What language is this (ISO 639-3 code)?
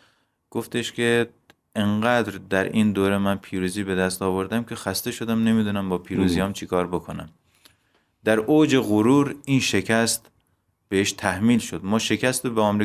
fas